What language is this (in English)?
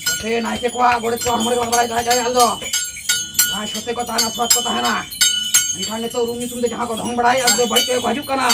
Santali